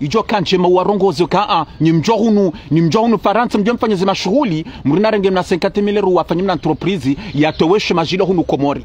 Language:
Ngazidja Comorian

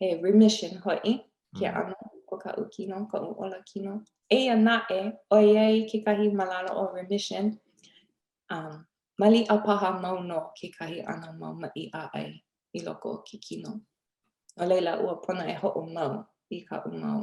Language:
Hawaiian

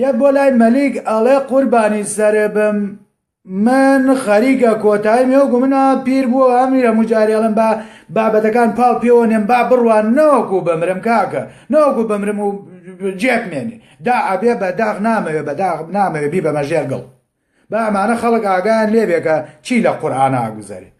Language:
Central Kurdish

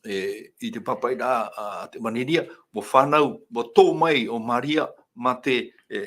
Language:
Tahitian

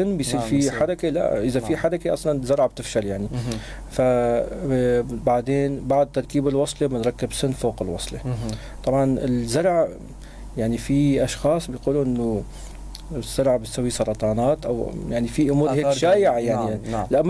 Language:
North Levantine Arabic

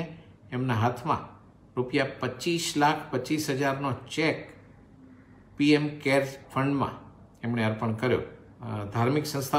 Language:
Gujarati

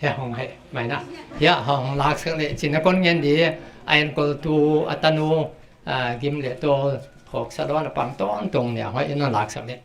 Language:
Paite Chin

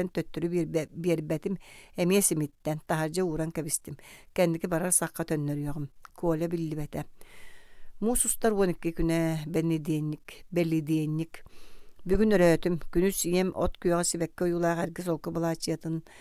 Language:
Yakut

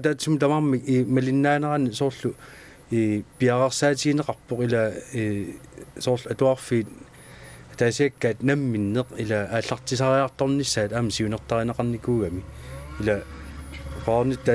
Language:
Kalaallisut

